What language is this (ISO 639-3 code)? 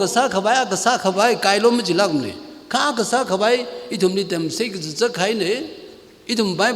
nmf